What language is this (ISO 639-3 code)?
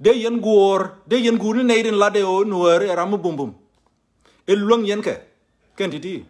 nus